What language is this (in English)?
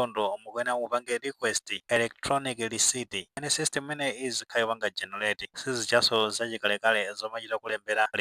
Nyanja